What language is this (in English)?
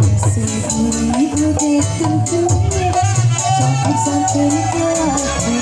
Betawi